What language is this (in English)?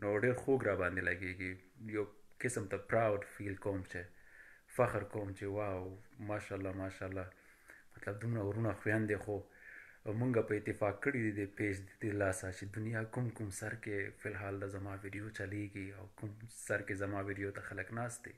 Pashto